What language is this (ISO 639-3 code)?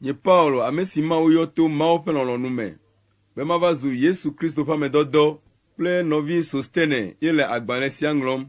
ewe